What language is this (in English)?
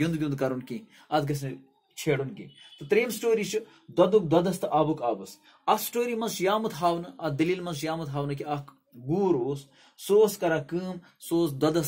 Kashmiri